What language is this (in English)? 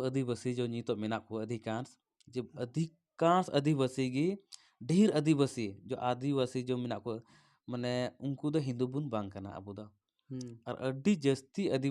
Santali